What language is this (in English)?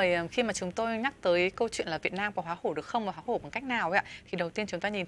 Vietnamese